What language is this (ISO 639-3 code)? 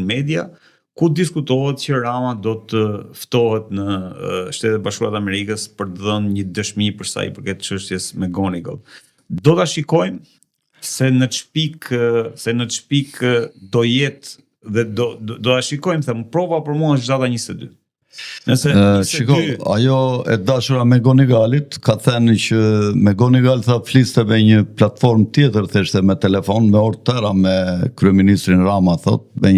sqi